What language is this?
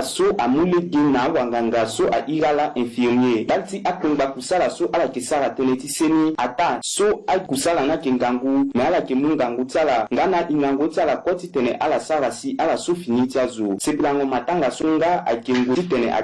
Sango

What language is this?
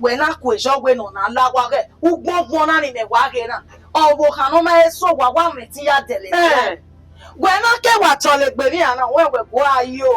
Bini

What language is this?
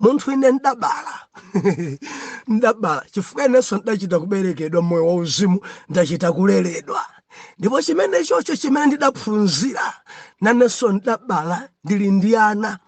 Nyanja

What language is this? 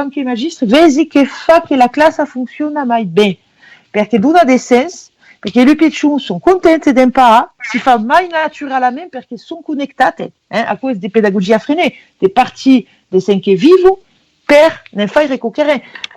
Occitan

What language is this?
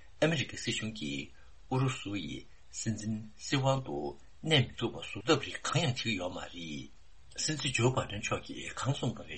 Tibetan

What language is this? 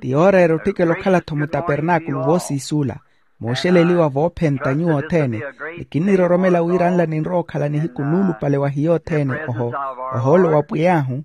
Makhuwa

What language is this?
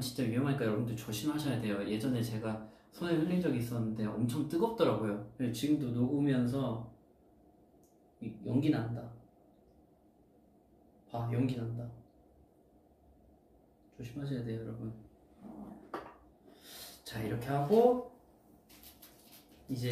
Korean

